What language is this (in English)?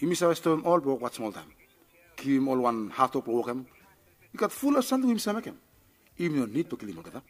Bislama